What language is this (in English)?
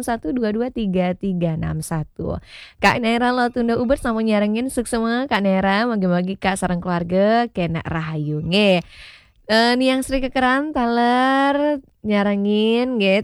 Balinese